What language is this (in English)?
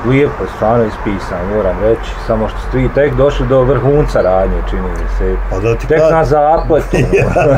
Bosnian